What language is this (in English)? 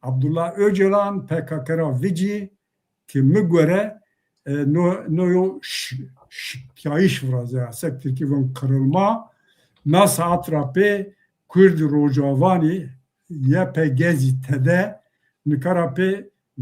Zaza